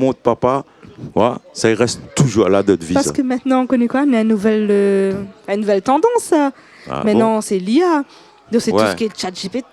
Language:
Réunion Creole French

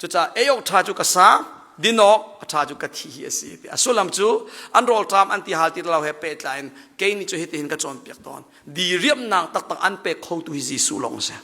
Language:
Hakha Chin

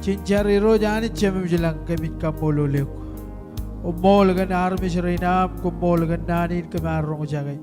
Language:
Marshallese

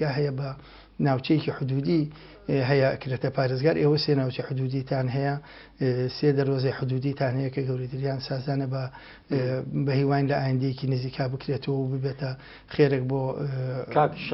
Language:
Central Kurdish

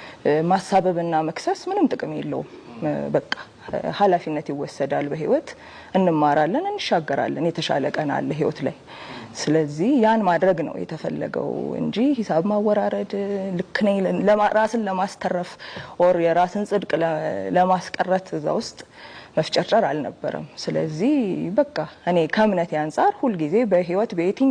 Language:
Amharic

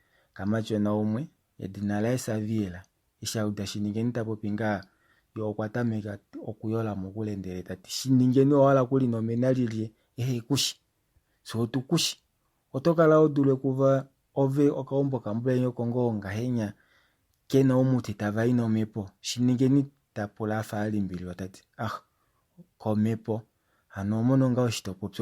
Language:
Kuanyama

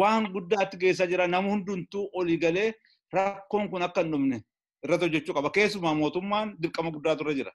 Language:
Oromo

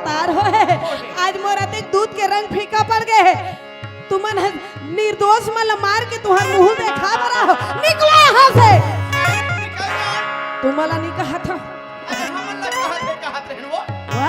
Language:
Chhattisgarhi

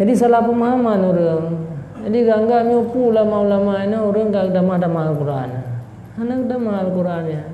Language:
Achinese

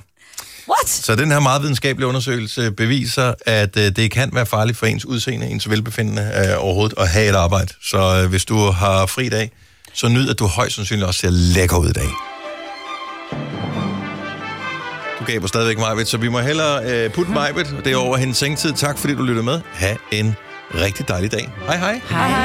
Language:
Danish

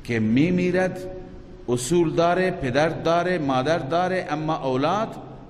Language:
Persian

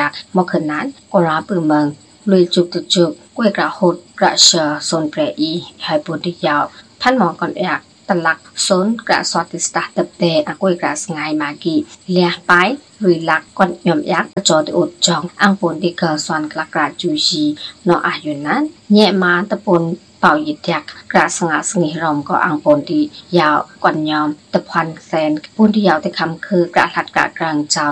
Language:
Burmese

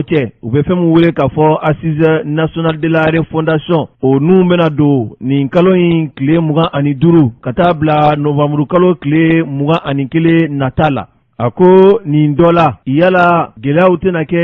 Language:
Bambara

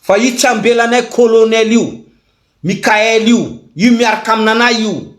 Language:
Malagasy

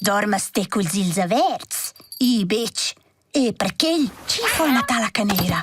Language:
Romansh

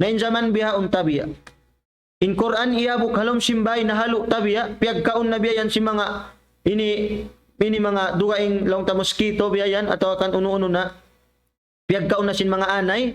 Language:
Tausug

